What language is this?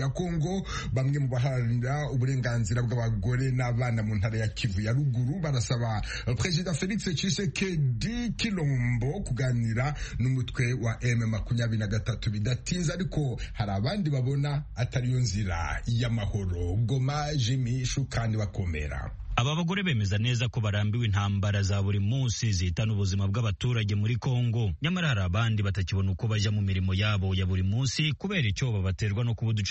Kinyarwanda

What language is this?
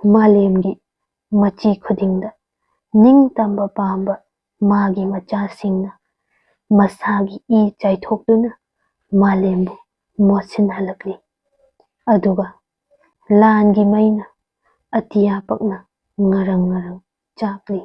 Manipuri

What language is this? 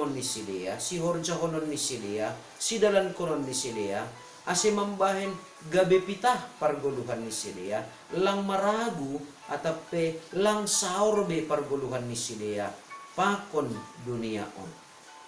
Batak Simalungun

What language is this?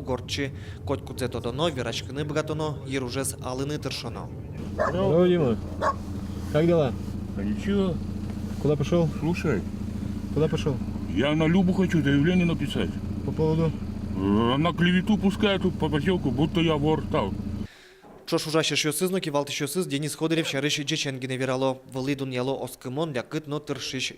Udmurt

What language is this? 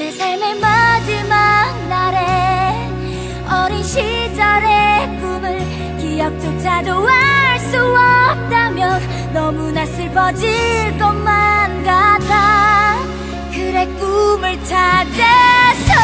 Korean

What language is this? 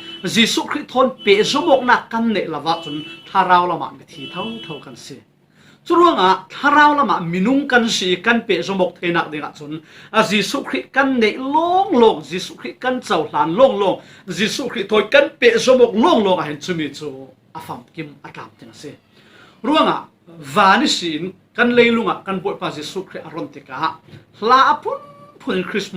Falam Chin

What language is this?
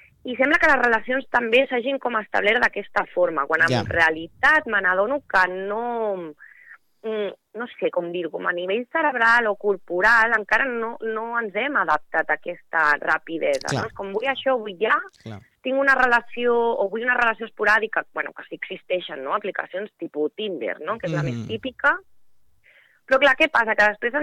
Catalan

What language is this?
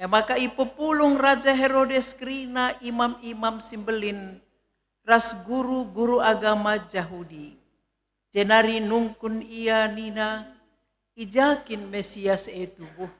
Batak Karo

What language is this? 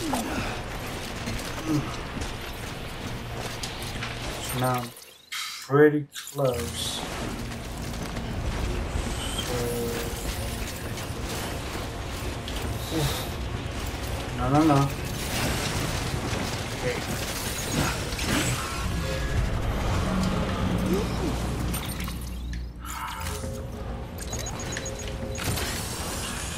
English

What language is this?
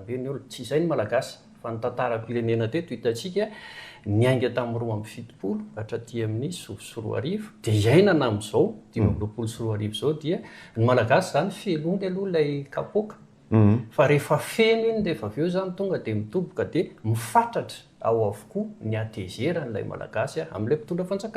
Malagasy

